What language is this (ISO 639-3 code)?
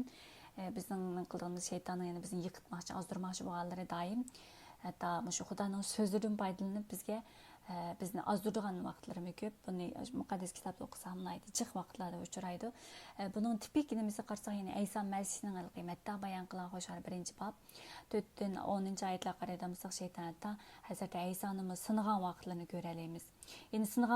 uig